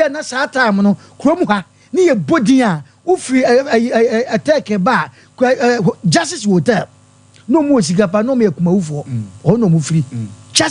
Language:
Akan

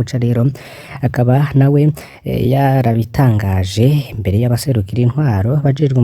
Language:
Rundi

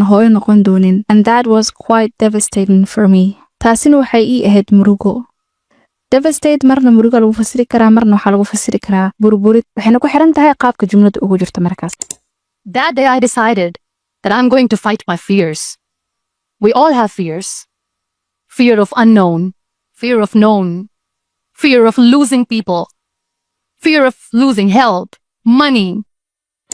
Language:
Somali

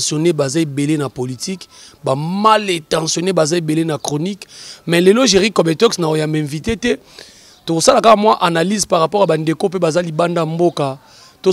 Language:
Lingala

